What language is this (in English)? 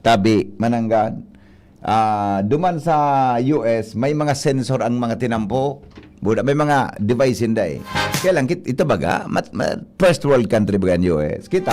Bikol